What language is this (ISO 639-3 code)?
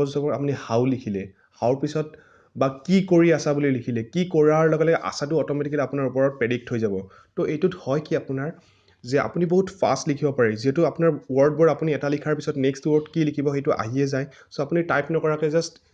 asm